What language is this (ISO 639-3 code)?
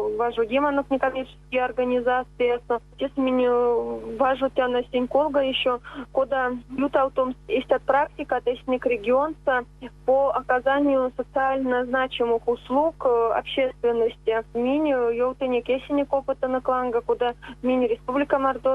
myv